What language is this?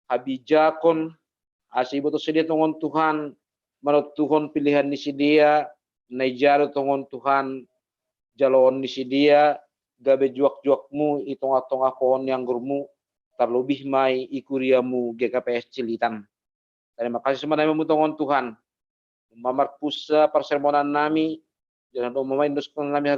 Batak Simalungun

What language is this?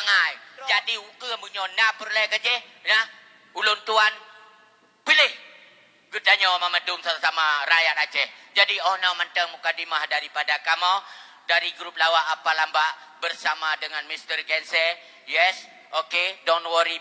Achinese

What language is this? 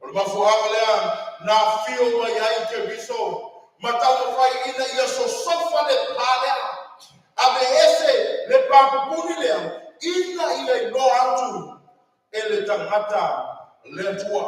Samoan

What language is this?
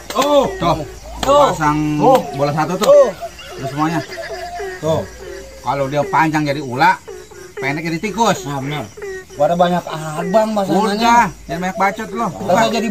Betawi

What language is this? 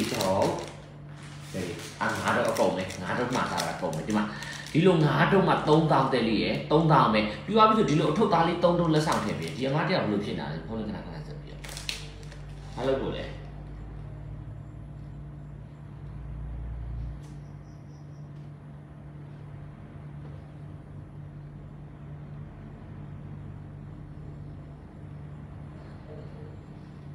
Burmese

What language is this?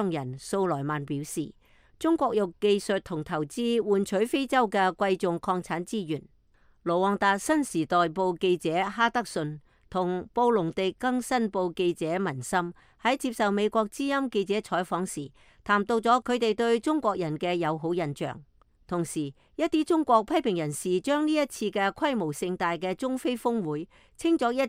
Cantonese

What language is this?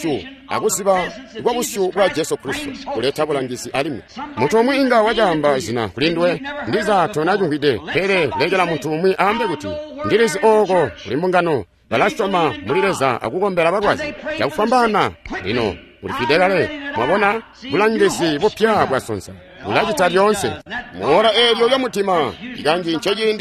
Tonga (Zambia)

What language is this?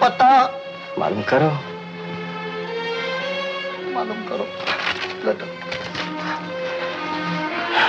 Hindi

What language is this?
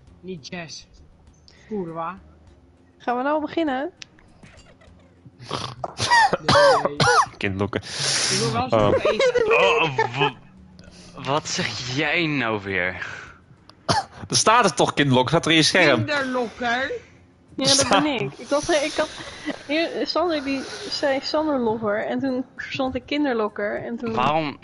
Dutch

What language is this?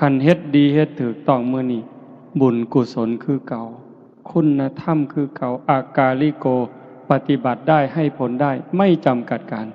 Northeastern Thai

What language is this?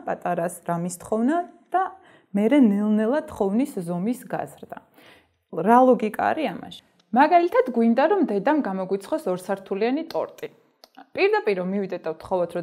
Georgian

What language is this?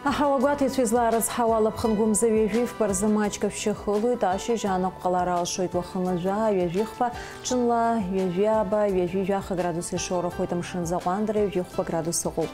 Abkhazian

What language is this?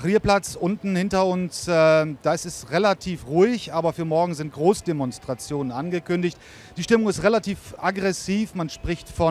German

